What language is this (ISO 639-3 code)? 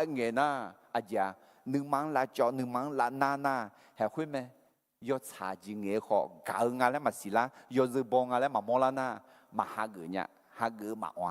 ahk